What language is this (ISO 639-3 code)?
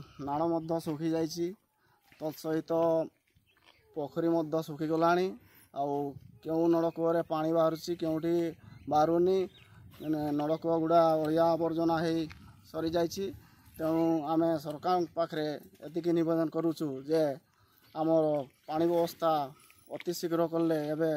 ori